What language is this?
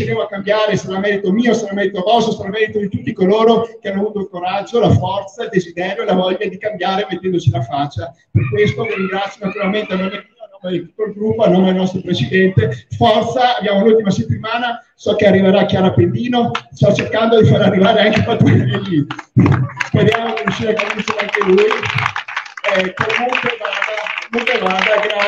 Italian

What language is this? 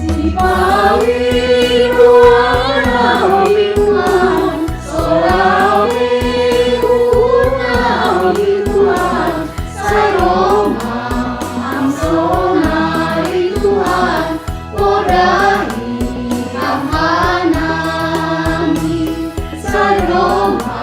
Batak Simalungun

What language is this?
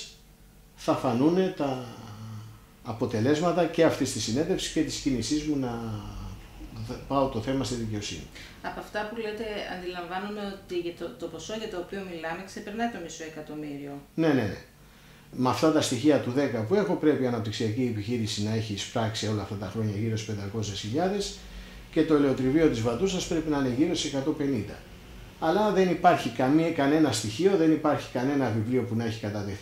Greek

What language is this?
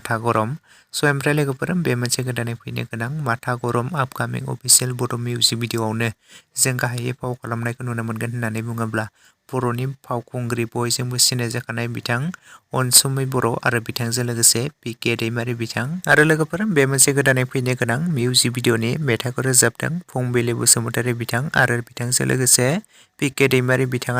Bodo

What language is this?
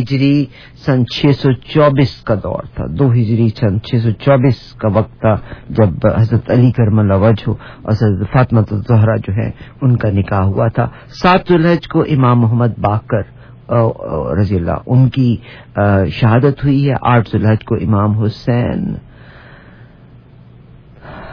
Urdu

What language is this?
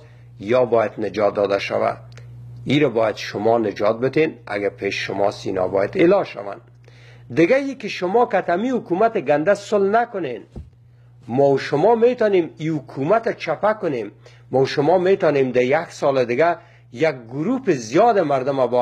Persian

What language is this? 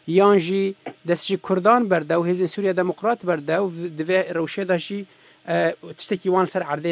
Kurdish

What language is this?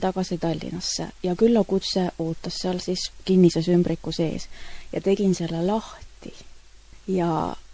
Estonian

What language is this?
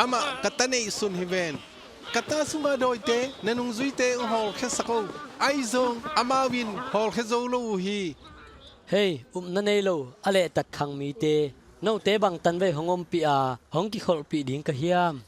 Tedim Chin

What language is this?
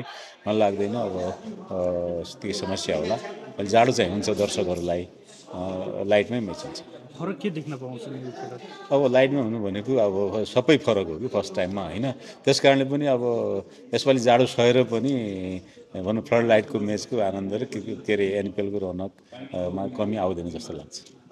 Nepali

